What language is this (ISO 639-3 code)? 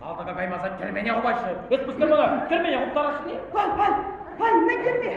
chv